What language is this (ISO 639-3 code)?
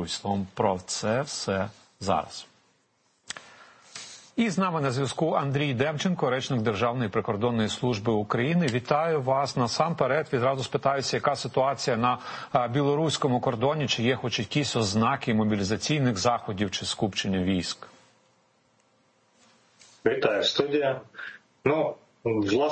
ukr